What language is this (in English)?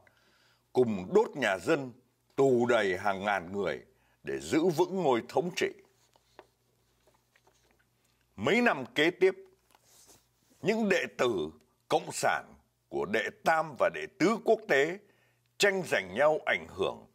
Vietnamese